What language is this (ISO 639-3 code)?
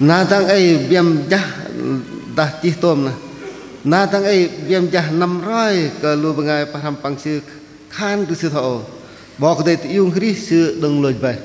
bdq